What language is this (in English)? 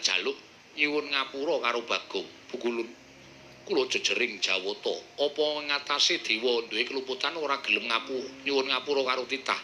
Javanese